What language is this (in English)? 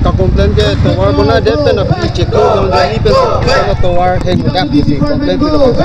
Karbi